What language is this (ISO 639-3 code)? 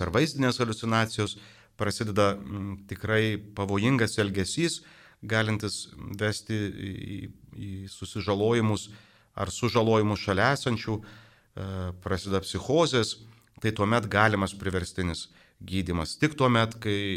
lit